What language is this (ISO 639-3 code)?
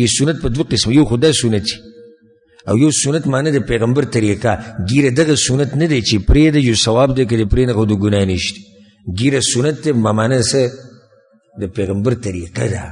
pus